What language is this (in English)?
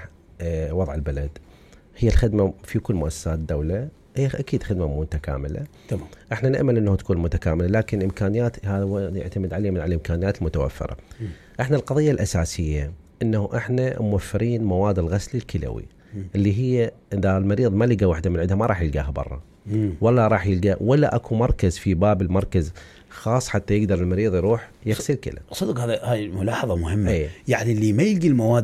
Mesopotamian Arabic